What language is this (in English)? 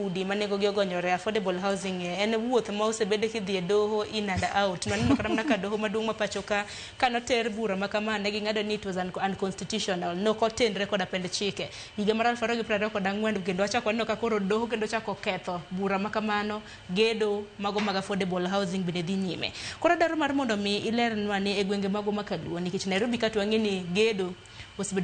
Luo (Kenya and Tanzania)